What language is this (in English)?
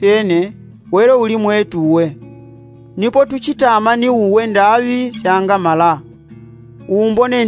Yao